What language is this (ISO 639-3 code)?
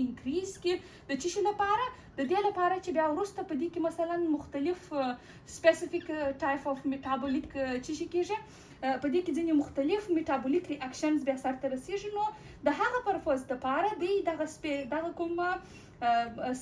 pus